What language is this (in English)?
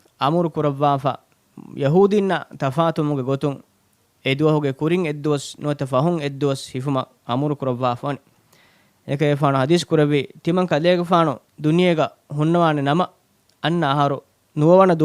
Divehi